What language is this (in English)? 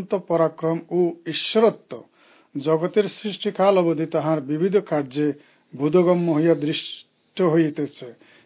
Bangla